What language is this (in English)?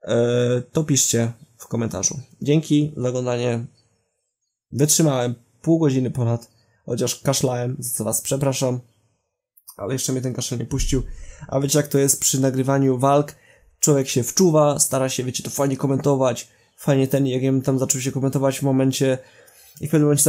Polish